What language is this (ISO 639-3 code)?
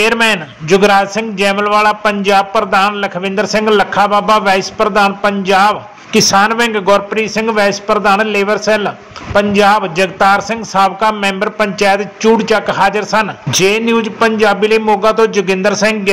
pan